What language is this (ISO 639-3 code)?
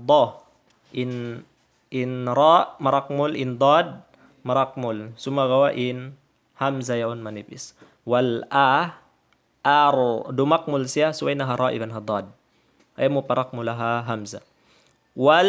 tsg